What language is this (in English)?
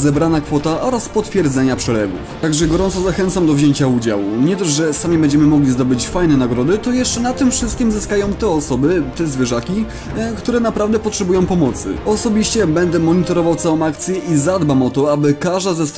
Polish